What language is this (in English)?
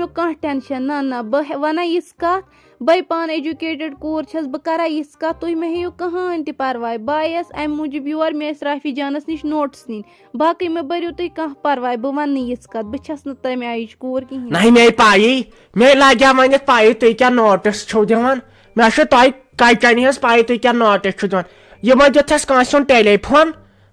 Kashmiri